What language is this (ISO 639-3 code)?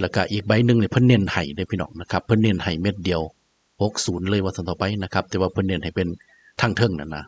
tts